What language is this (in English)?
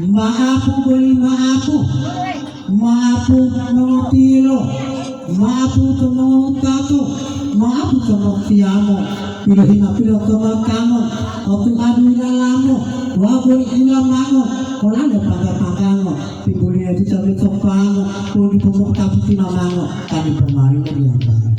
Gorontalo